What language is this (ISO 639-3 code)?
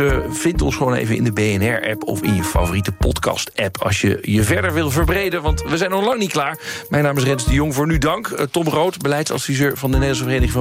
nld